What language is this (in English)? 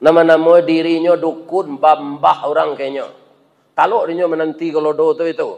Minangkabau